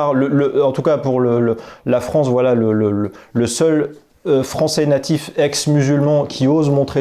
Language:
French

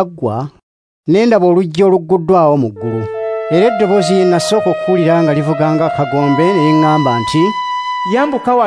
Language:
Ganda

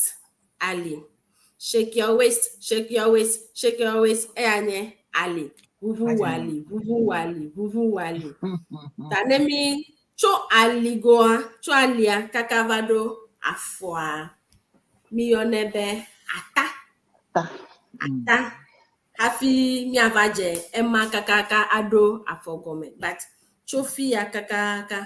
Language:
Ewe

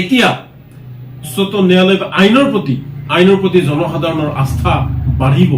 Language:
Assamese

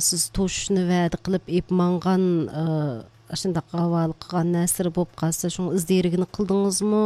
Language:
Uyghur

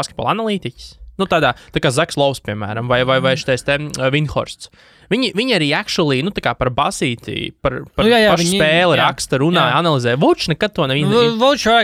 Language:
Latvian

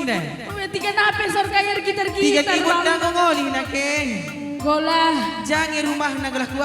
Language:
Batak Karo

